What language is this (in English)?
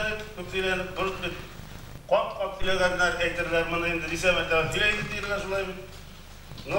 Bashkir